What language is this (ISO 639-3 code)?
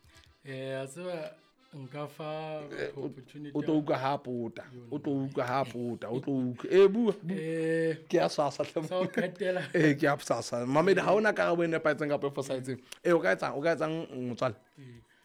sot